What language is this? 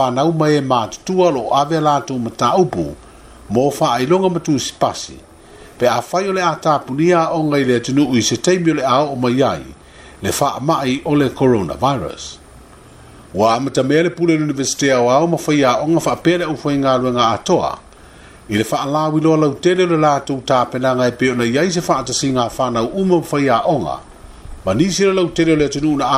Samoan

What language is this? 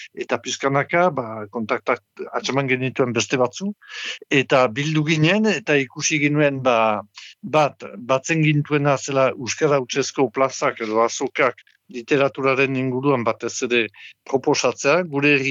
Basque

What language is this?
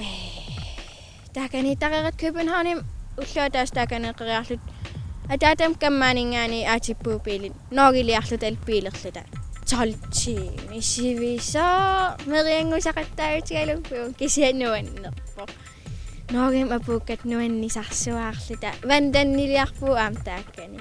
Kalaallisut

